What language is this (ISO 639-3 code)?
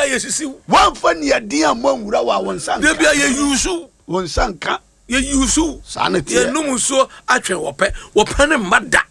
aka